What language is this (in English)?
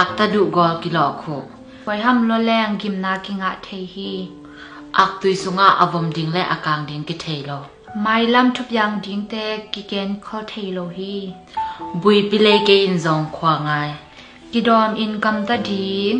Tedim Chin